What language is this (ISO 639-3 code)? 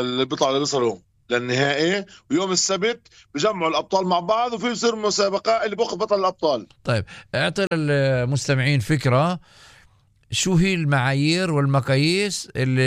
apc